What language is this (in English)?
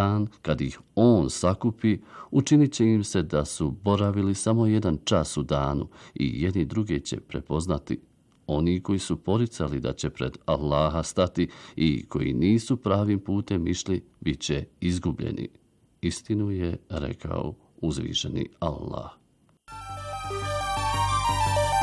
Bosnian